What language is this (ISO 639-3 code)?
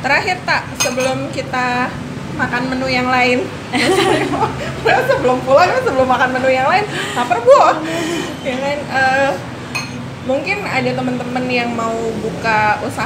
ind